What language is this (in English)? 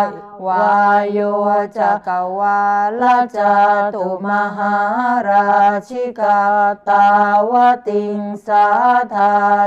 Pali